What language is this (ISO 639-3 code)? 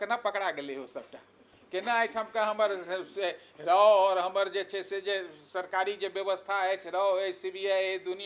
mai